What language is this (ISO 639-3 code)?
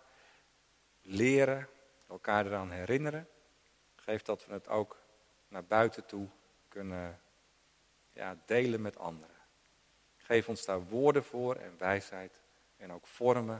nld